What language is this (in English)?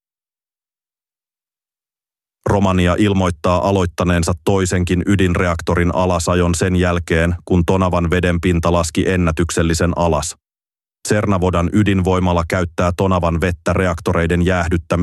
Finnish